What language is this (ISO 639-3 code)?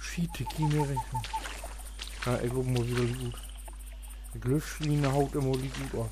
nds